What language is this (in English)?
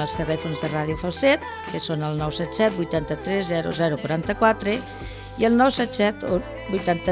Catalan